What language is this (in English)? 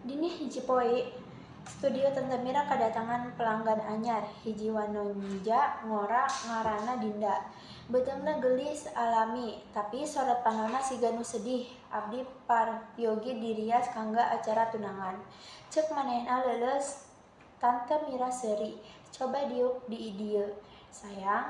Sundanese